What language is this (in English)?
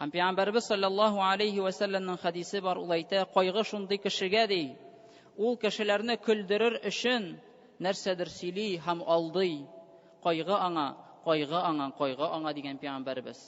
Tatar